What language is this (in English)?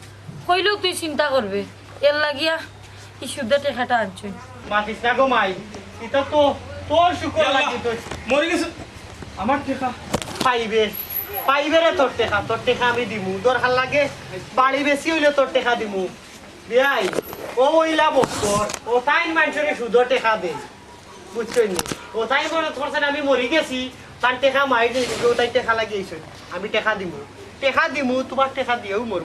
Sylheti